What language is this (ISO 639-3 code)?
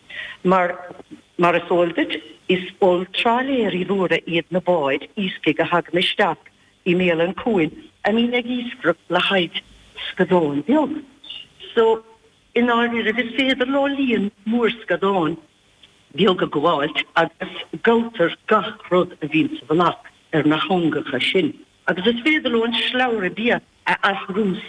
gle